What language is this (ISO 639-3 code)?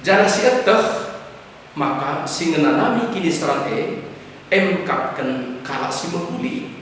btx